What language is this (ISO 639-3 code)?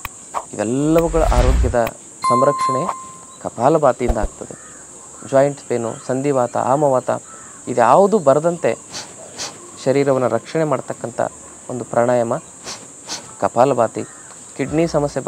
kan